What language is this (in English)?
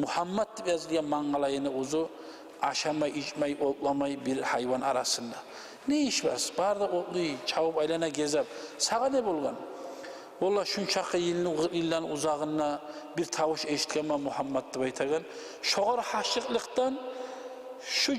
Kumyk